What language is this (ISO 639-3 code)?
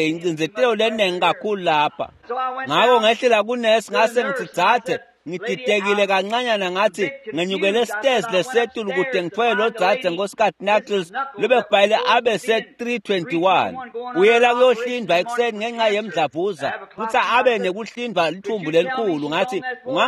ssw